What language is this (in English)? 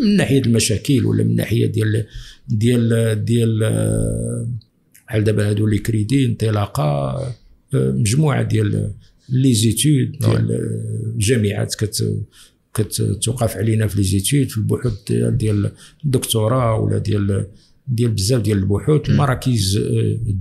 Moroccan Arabic